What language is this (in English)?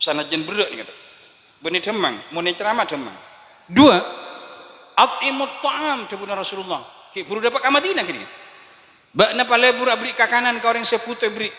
Madurese